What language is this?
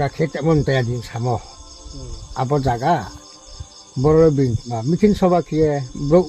Riang (India)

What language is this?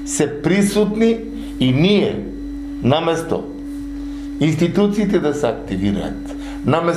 Macedonian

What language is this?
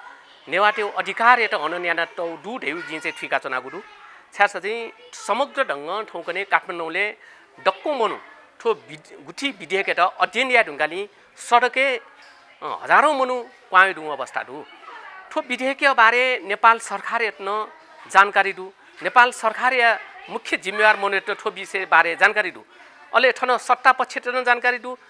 Newari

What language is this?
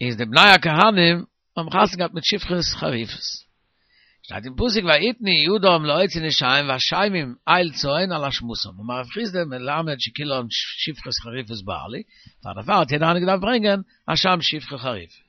Yiddish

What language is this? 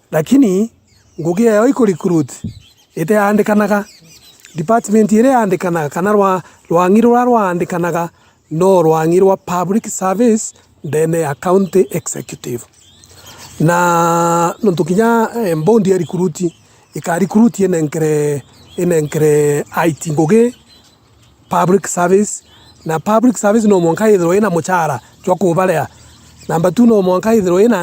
Meru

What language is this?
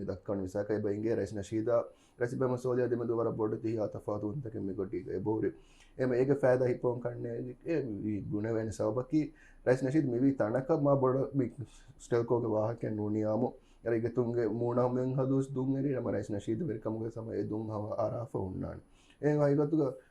Divehi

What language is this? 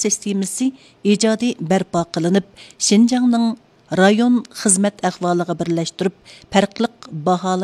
Uyghur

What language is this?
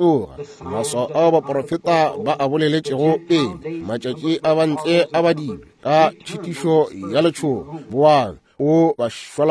Northern Sotho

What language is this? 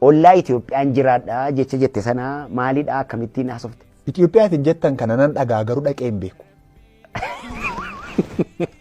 Oromo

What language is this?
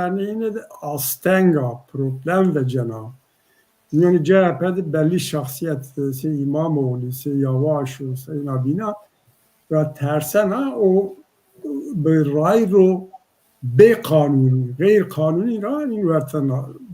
Zaza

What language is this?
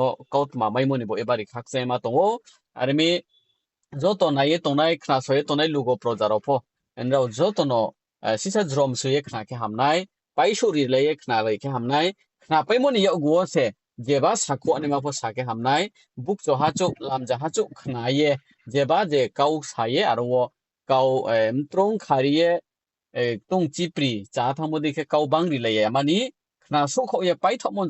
Riang (India)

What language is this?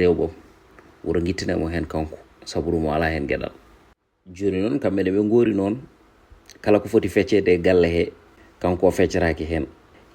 Fula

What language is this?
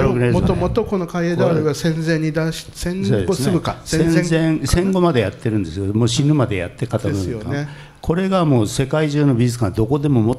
Japanese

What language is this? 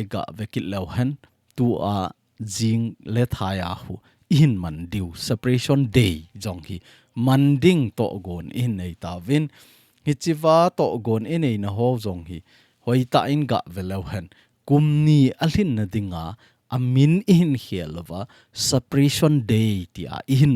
Thado Chin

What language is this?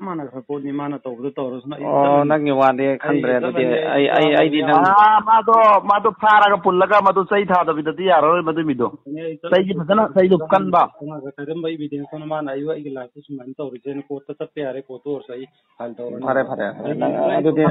Manipuri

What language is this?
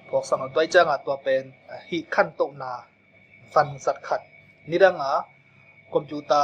Tedim Chin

